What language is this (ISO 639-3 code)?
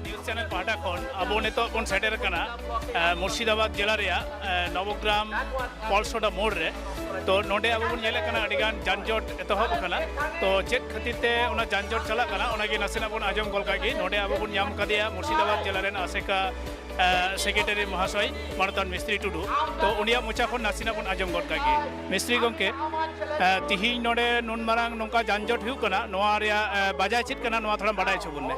sat